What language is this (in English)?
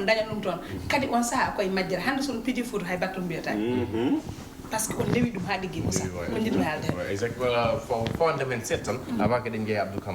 Fula